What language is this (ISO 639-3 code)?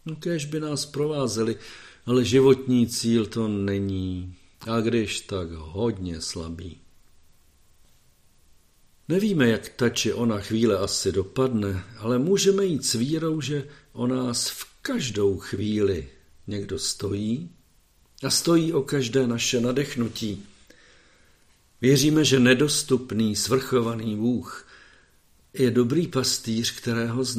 ces